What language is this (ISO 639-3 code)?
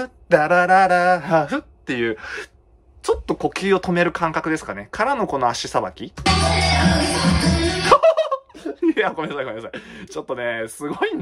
jpn